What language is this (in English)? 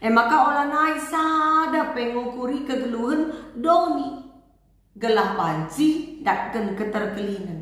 Batak Karo